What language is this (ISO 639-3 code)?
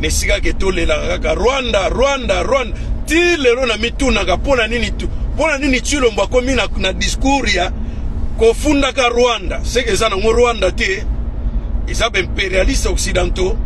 lin